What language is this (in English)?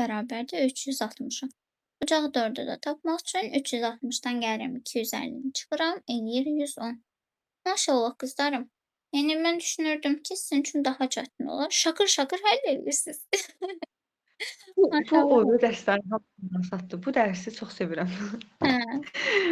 Azerbaijani